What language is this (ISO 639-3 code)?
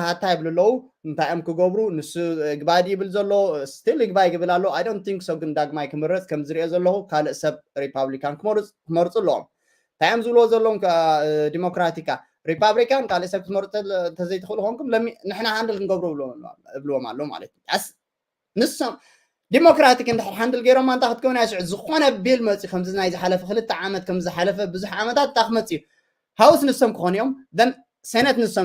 tir